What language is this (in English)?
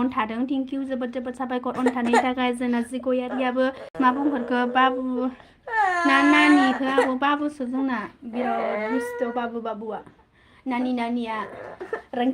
Bodo